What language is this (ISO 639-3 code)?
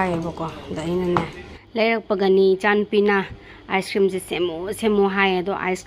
mni